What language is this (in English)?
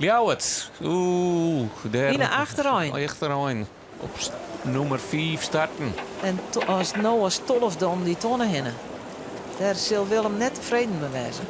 Western Frisian